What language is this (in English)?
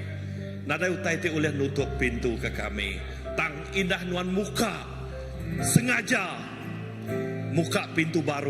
Iban